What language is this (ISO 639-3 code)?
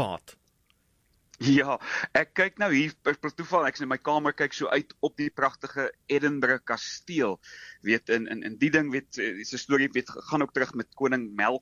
afr